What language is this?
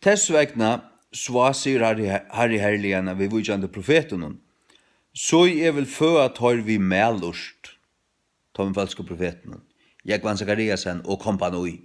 Faroese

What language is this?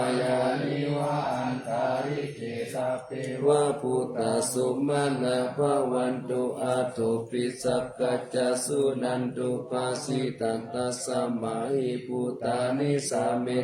Pali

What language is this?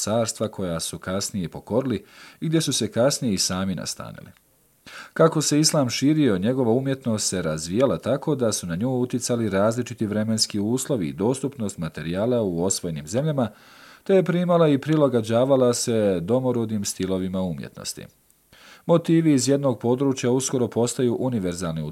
Serbian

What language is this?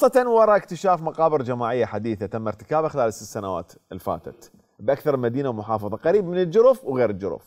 Mesopotamian Arabic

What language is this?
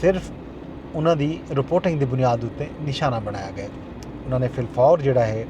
Saraiki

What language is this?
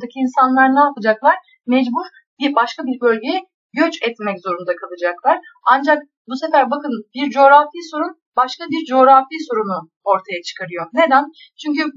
Turkish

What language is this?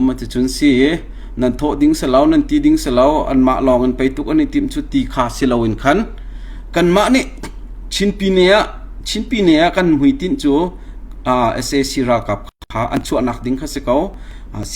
Hakha Chin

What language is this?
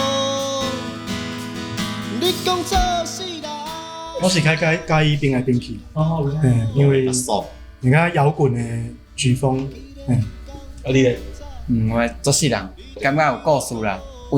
Min Nan Chinese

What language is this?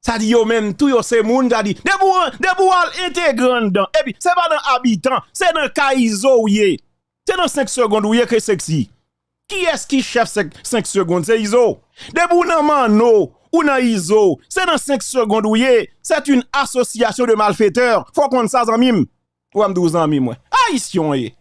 Haitian Creole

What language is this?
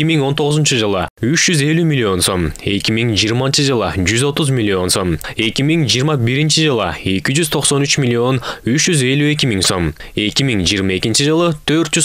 Kyrgyz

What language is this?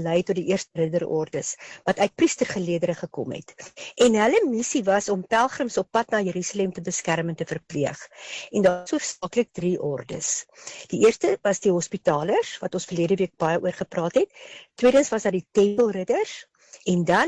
Afrikaans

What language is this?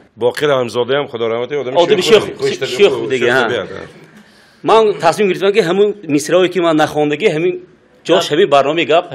Tajik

